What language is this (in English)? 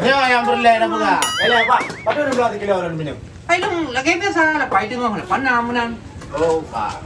Achinese